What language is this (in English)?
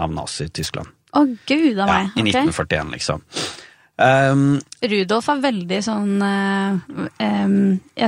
Norwegian